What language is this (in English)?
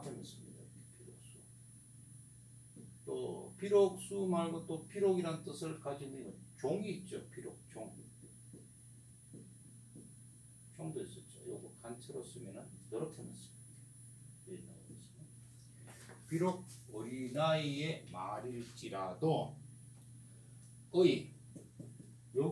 Korean